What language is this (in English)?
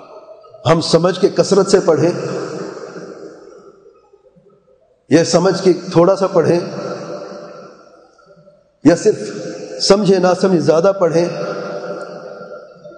Urdu